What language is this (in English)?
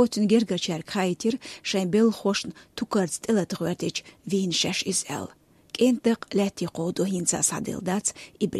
Chechen